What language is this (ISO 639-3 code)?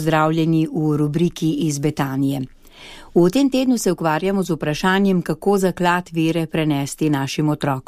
slv